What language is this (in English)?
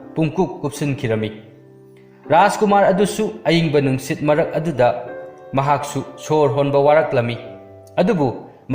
Manipuri